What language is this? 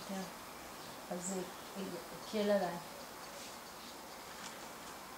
Hebrew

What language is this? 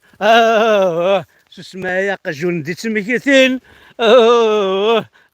Kabyle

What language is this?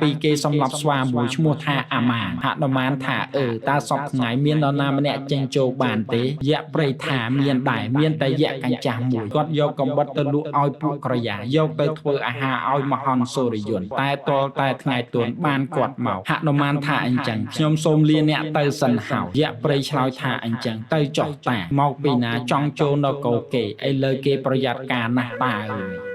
Khmer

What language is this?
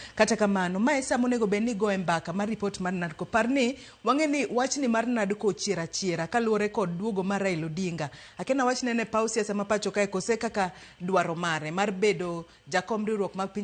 Luo (Kenya and Tanzania)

